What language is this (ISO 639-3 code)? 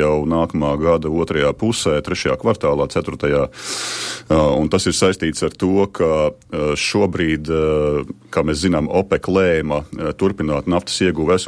lav